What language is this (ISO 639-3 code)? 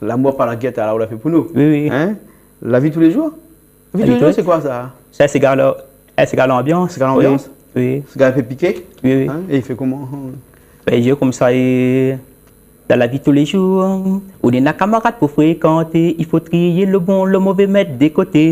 rcf